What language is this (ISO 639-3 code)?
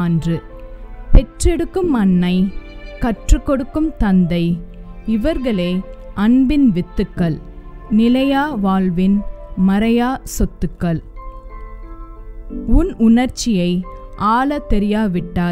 tam